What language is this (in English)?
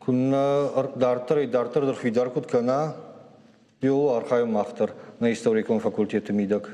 Ossetic